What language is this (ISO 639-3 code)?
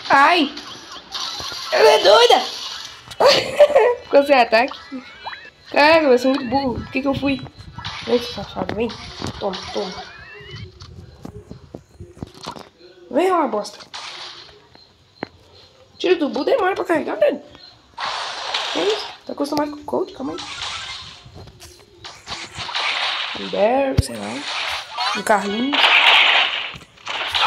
por